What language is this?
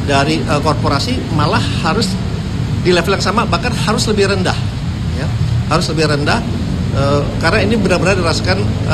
Indonesian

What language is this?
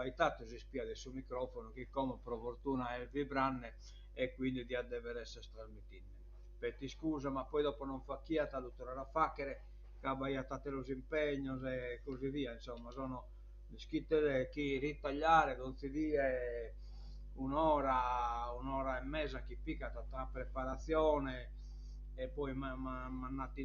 Sardinian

